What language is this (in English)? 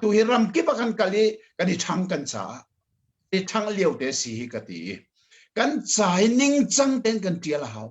Hakha Chin